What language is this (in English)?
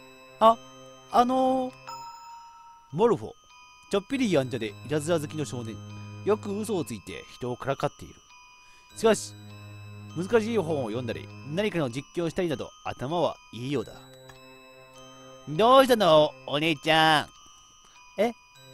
Japanese